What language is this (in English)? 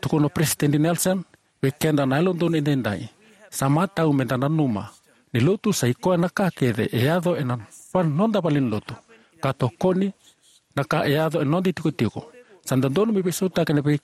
Fijian